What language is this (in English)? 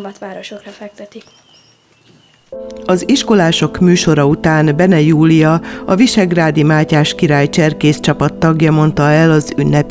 Hungarian